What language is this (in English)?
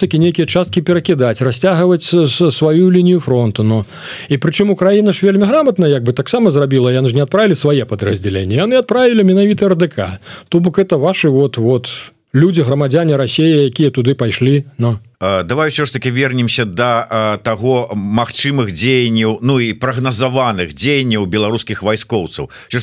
Belarusian